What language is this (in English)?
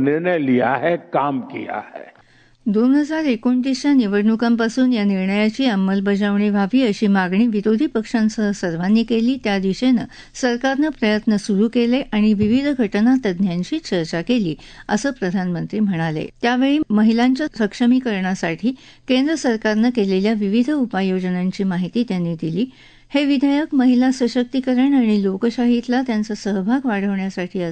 Marathi